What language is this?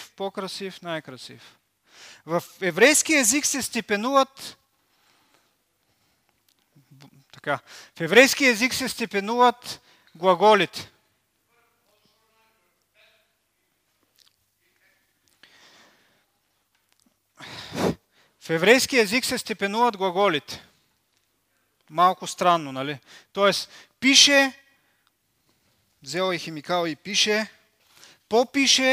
Bulgarian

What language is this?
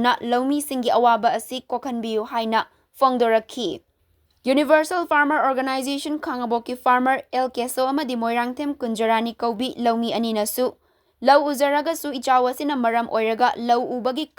Manipuri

